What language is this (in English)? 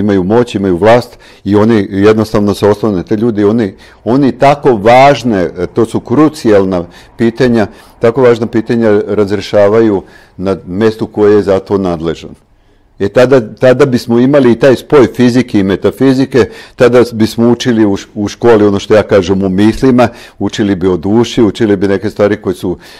Serbian